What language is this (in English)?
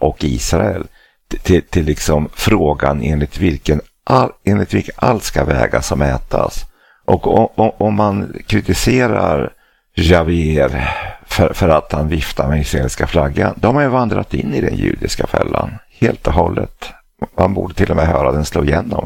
Swedish